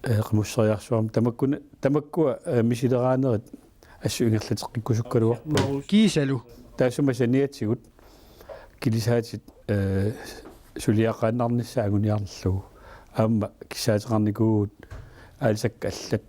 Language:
Kalaallisut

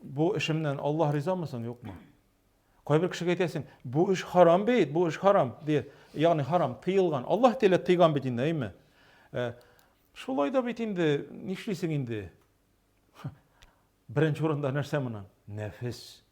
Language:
Tatar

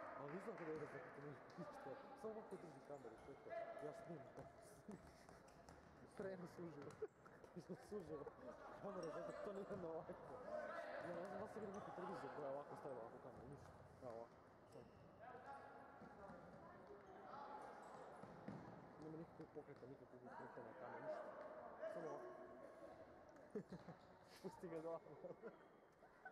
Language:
Croatian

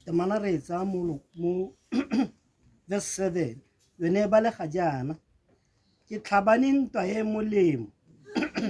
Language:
Tswana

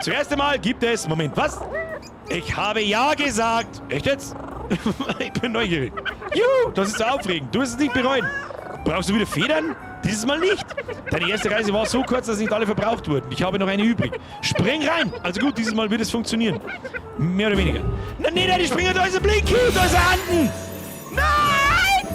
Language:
Bavarian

